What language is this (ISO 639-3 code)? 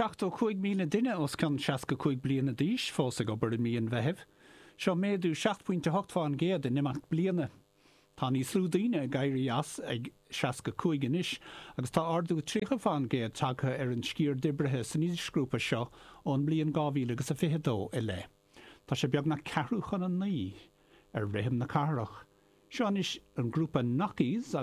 gle